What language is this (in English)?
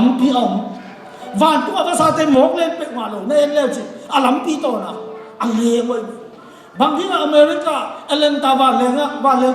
Tedim Chin